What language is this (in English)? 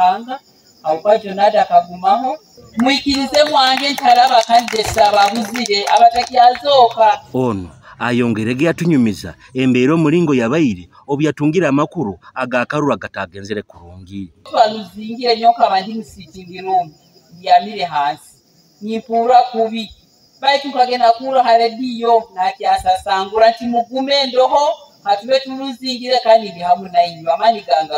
Nyoro